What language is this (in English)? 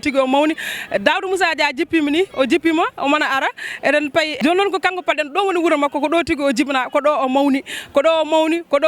Fula